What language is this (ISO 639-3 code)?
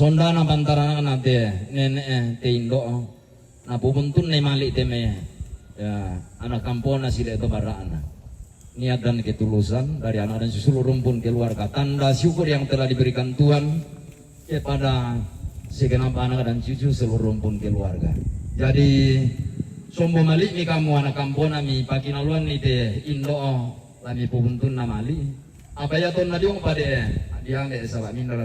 sda